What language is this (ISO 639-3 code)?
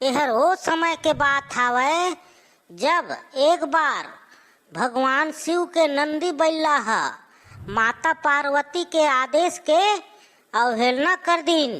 hne